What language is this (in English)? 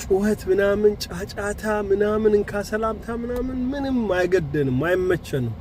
Amharic